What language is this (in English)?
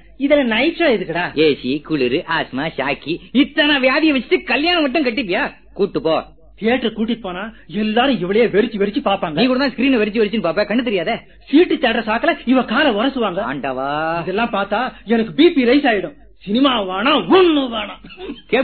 Tamil